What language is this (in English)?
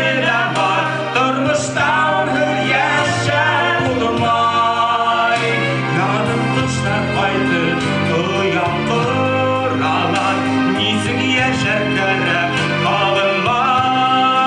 Bashkir